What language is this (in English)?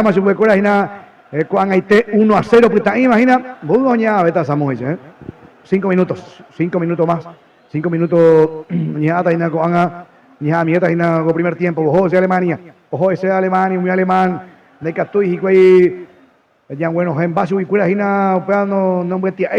Guarani